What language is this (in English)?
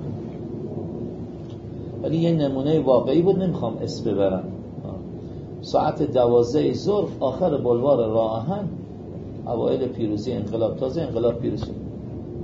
Persian